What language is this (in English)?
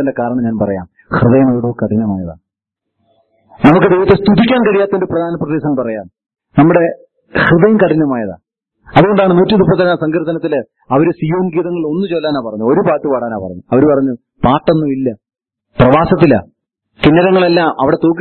Malayalam